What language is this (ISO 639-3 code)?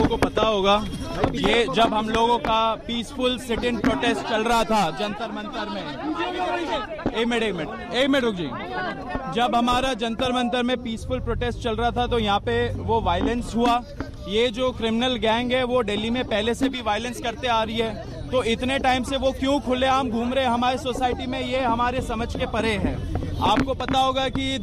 hin